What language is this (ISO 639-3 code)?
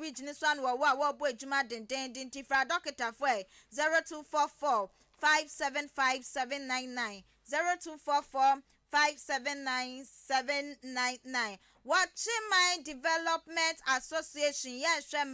aka